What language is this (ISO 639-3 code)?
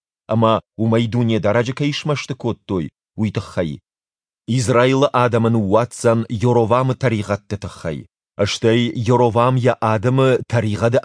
oss